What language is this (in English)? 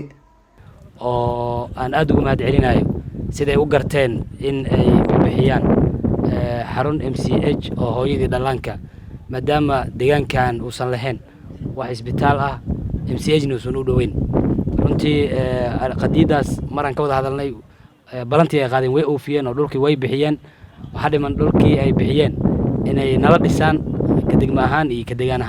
Somali